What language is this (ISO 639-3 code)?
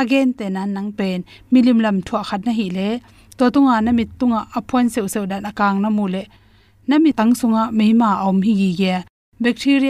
ctd